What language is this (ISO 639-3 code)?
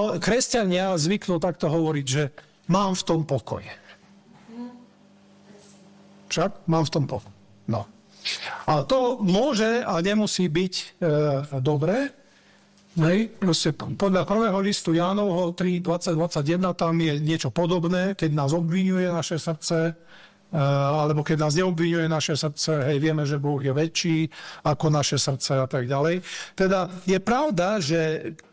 slk